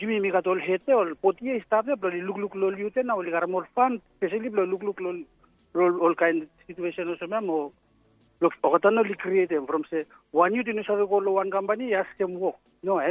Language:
Bislama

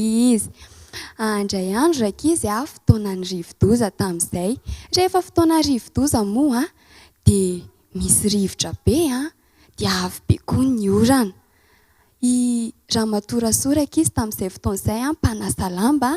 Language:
Malagasy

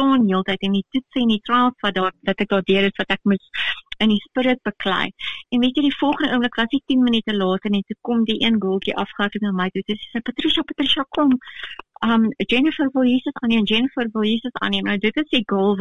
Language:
Afrikaans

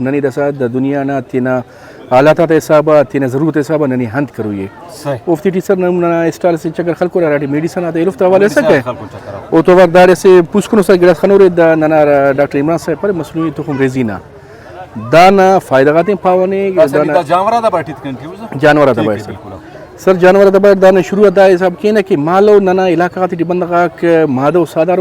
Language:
Brahui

